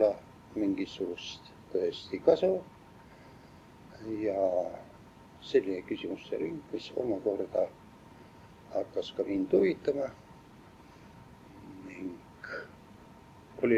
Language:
Estonian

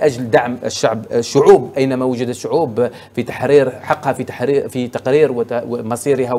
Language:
Arabic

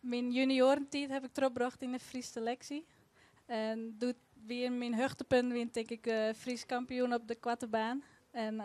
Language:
Western Frisian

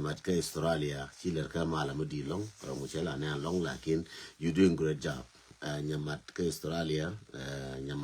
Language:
Nuer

